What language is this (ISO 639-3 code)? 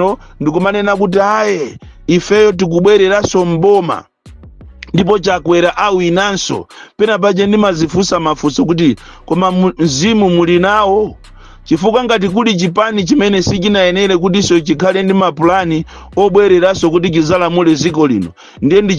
nya